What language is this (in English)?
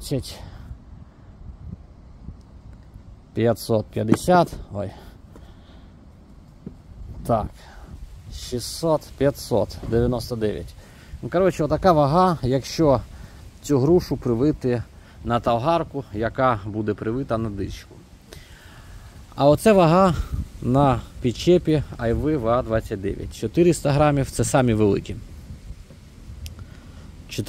Ukrainian